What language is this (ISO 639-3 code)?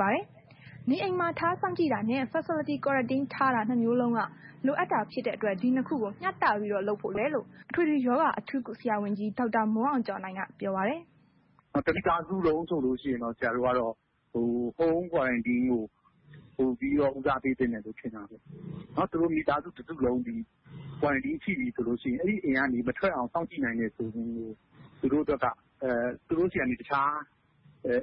mya